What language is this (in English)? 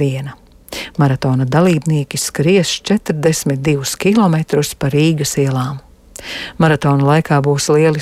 Latvian